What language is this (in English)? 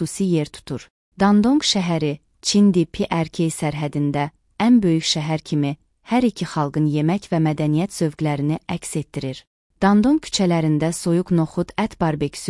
Azerbaijani